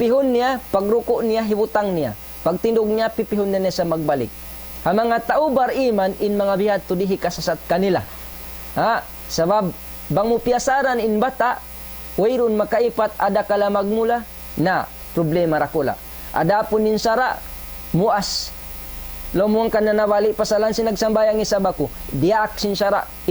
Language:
Tausug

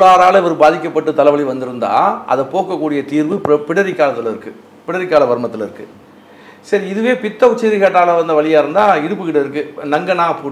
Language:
Tamil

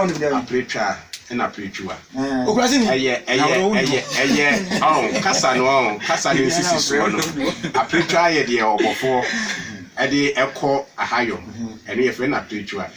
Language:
Akan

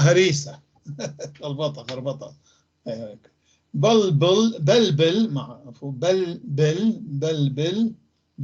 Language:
North Levantine Arabic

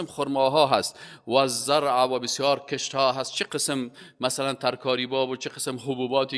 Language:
Persian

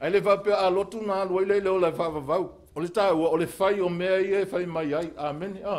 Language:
Samoan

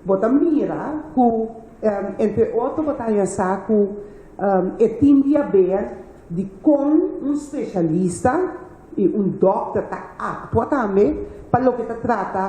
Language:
Papiamento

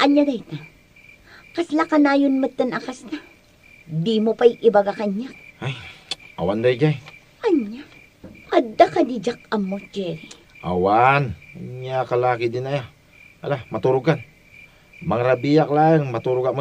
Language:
Iloko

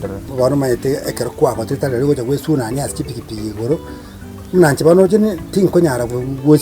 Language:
Gusii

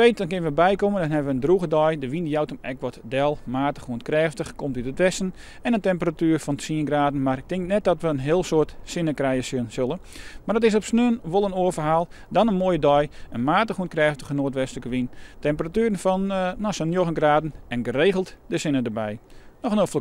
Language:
Western Frisian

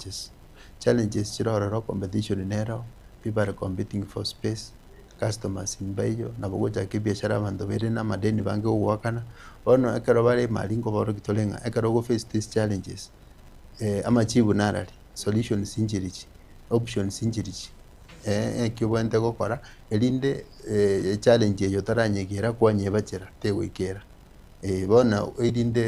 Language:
Gusii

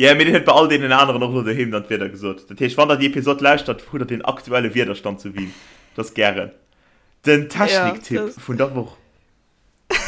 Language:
Luxembourgish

